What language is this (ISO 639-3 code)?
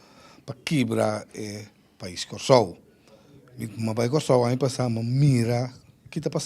pap